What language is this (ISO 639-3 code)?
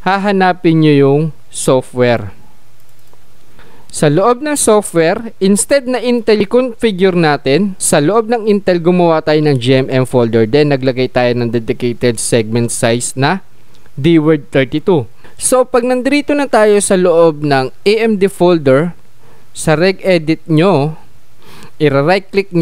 fil